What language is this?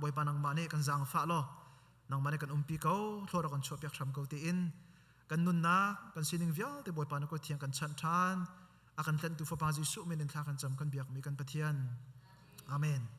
Hakha Chin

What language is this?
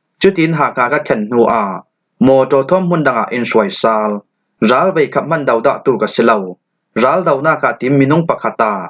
Falam Chin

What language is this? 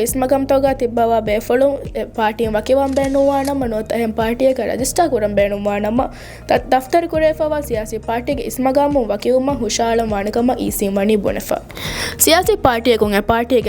Divehi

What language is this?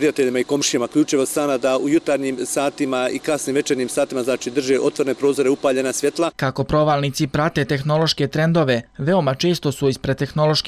Bosnian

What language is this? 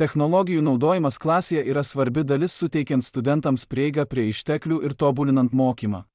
Lithuanian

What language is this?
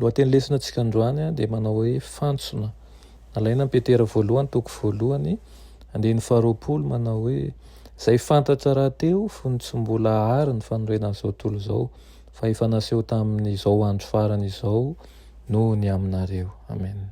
Malagasy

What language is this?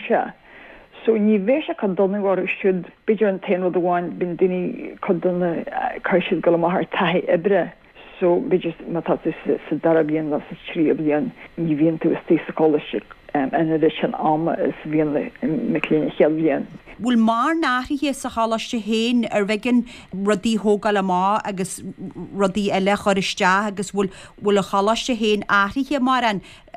Irish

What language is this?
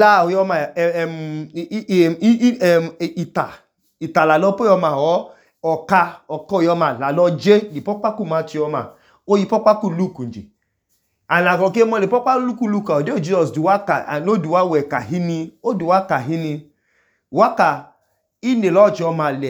Idoma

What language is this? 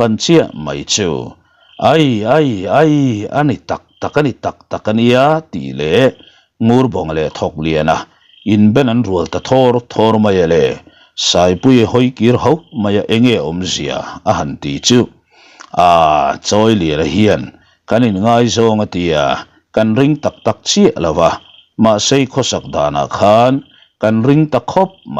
Mizo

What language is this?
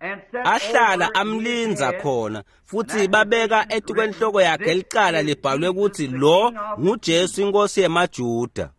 Swati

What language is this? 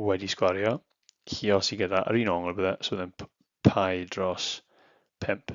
Welsh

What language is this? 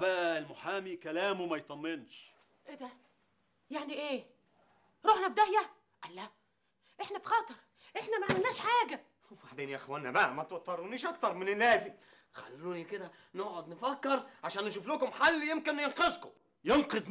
Egyptian Arabic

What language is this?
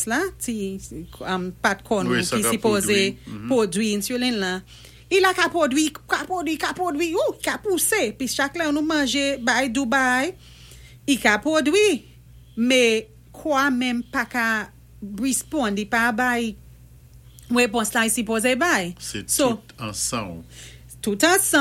Saint Lucian Creole French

